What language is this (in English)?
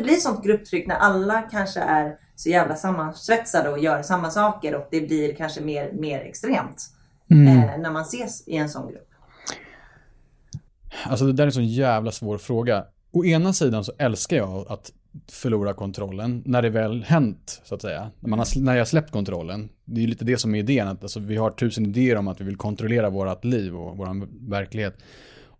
Swedish